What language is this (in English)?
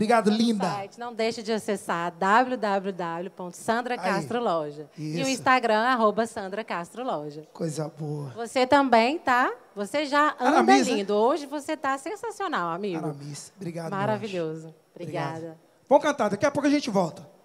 Portuguese